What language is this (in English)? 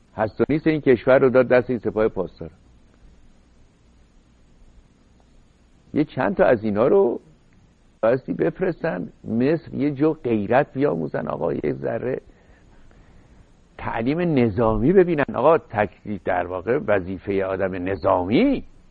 Persian